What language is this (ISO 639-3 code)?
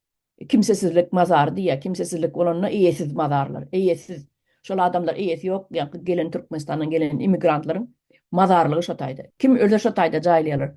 tuk